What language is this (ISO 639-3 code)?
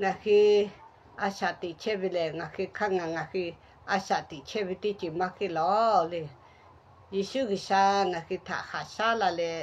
lhu